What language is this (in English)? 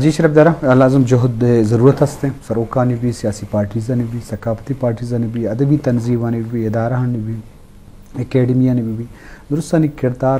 Eastern Balochi